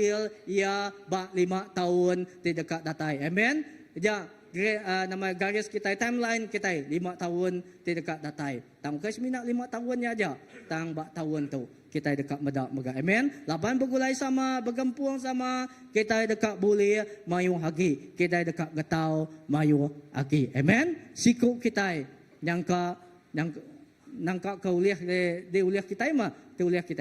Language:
Iban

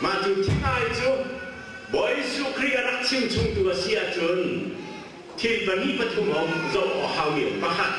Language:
Hakha Chin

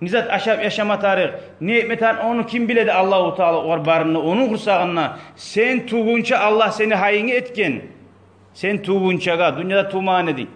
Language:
Kumyk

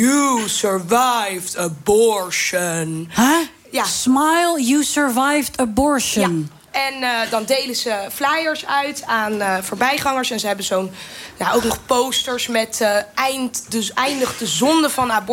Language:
Dutch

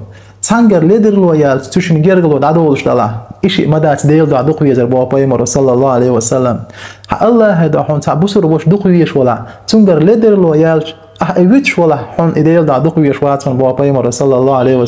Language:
Chechen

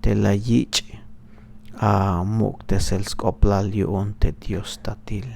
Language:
Tzeltal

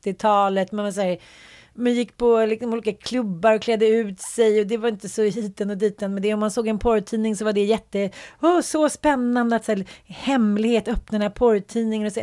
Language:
Swedish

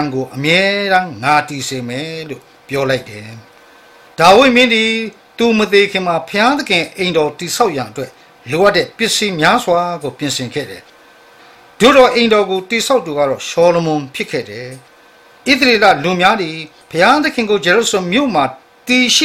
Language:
Burmese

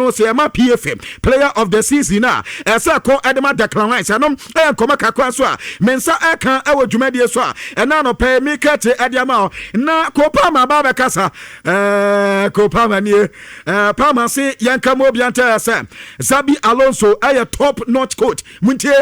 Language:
Akan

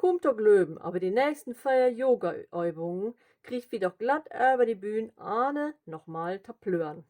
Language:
Low German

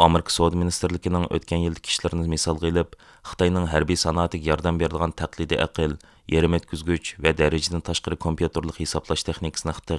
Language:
Uyghur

